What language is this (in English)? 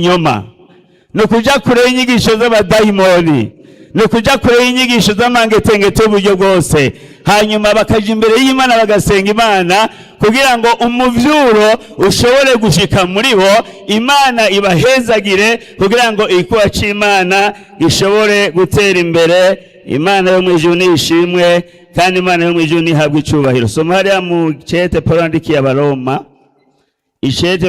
Rundi